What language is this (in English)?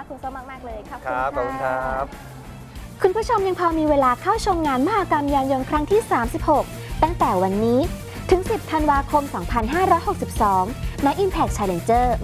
Thai